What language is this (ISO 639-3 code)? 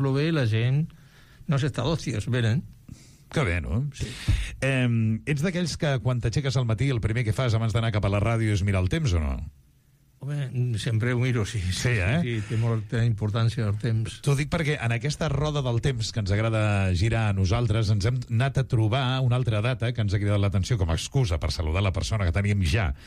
cat